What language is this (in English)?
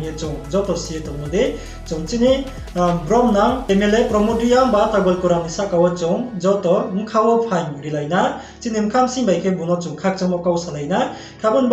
Riang (India)